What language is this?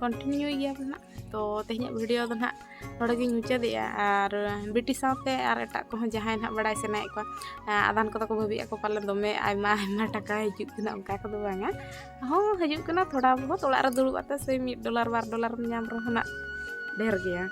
Santali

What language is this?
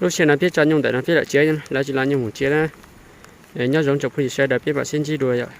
Hmong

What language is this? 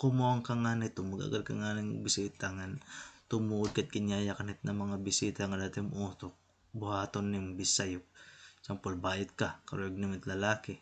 Waray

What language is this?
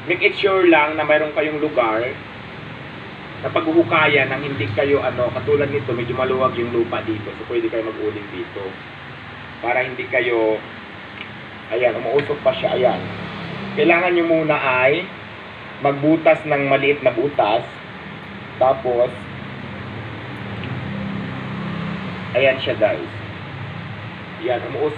Filipino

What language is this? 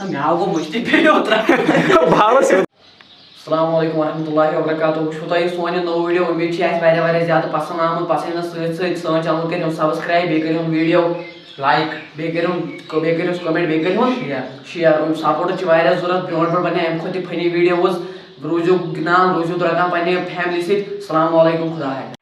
Kashmiri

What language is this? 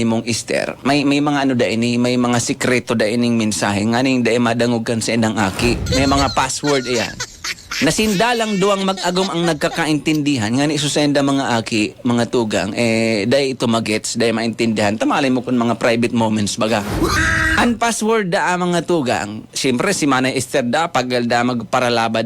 Bikol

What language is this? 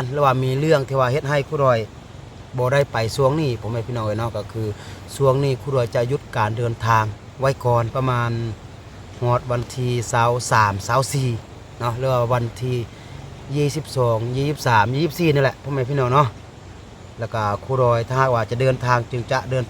Lao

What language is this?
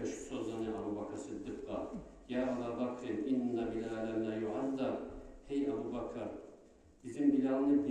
Kumyk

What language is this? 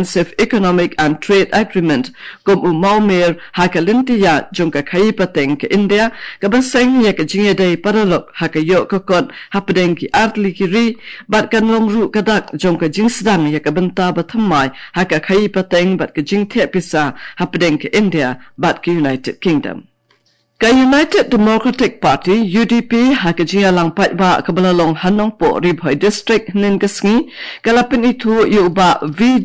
Khasi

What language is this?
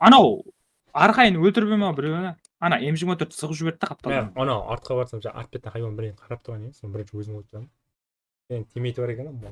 Kara-Kalpak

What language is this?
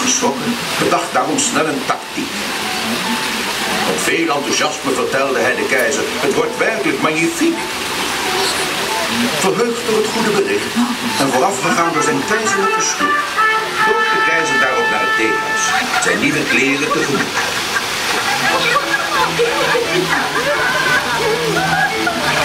Dutch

